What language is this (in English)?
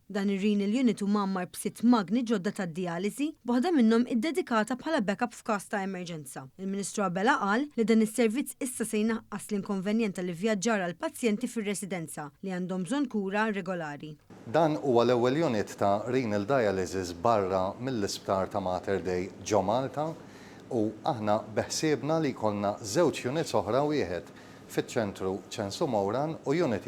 Maltese